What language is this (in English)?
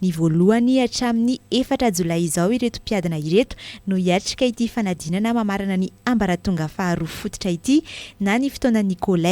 Malagasy